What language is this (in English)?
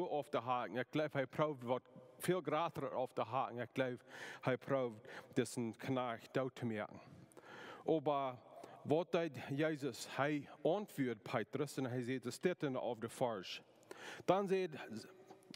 Plautdietsch